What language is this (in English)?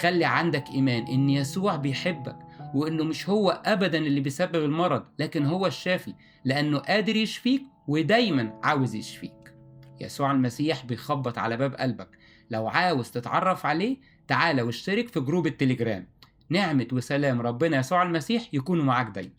Egyptian Arabic